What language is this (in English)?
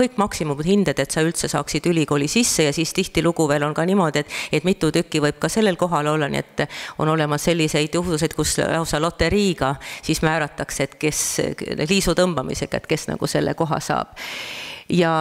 Estonian